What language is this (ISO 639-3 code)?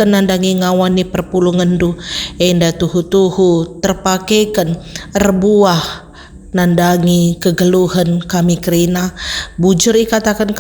btx